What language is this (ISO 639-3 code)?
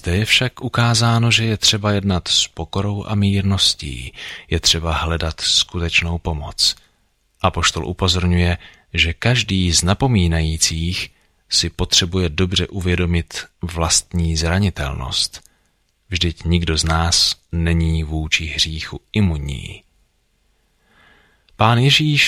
ces